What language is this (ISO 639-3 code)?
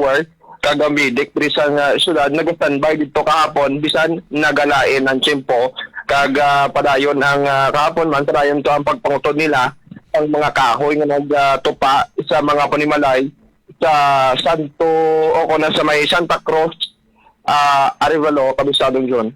hil